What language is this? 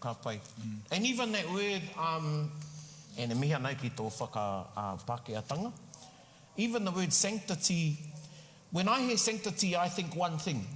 Māori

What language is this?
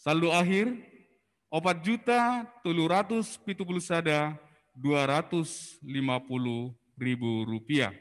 Batak Simalungun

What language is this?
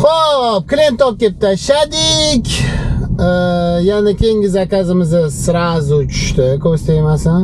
Uzbek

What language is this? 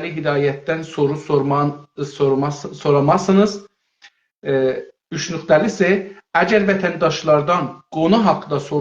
South Azerbaijani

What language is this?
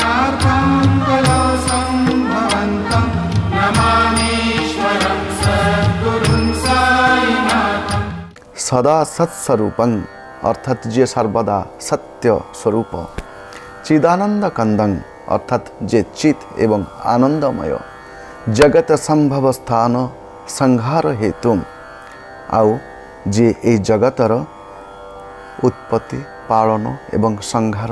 Odia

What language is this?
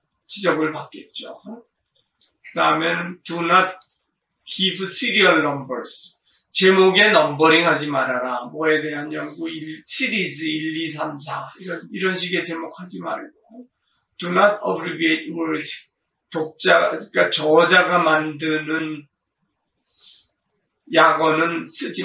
Korean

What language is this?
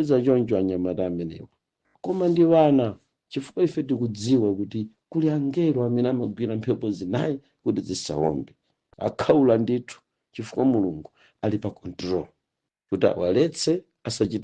Nyanja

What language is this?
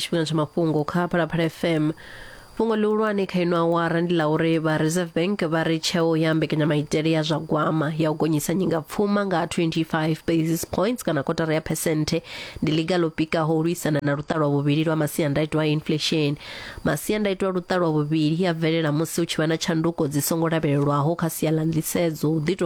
Venda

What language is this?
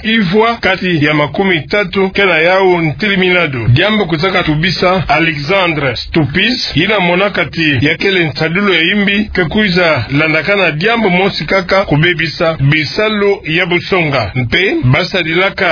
Kituba (Democratic Republic of Congo)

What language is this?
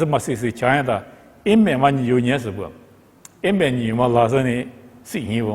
Lisu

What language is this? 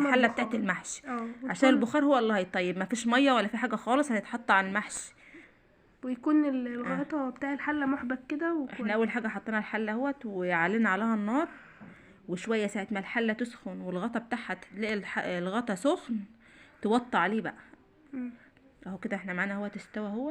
Egyptian Arabic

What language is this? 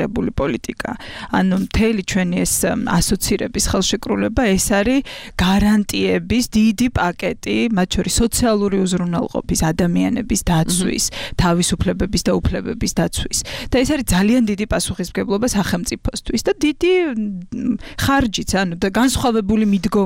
Georgian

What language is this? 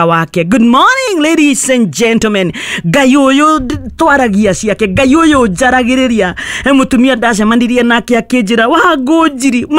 Kikuyu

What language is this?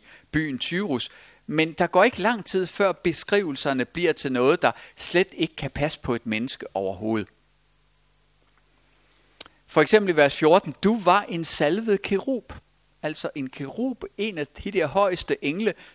Danish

